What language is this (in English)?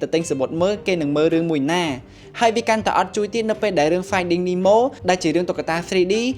Khmer